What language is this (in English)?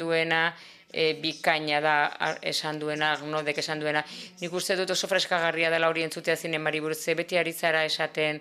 Basque